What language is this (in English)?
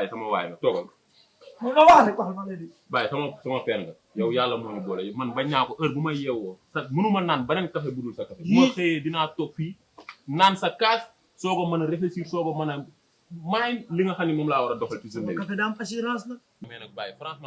Wolof